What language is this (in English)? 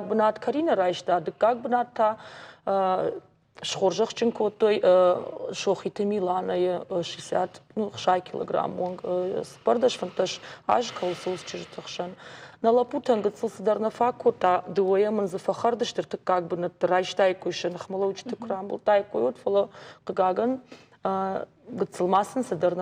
Ossetic